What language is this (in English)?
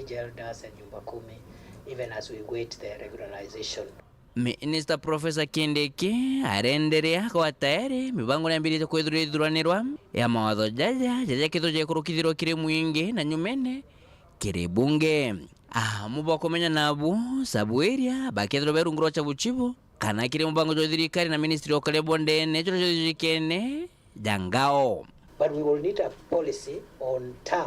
Meru